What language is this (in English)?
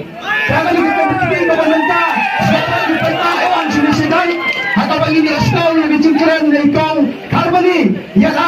Khasi